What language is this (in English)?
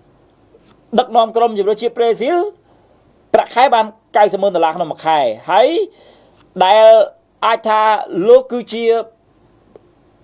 Khmer